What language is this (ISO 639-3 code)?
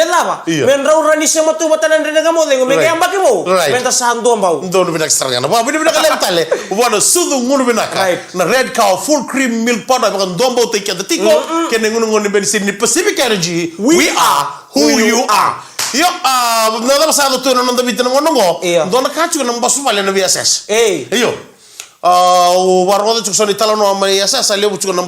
fij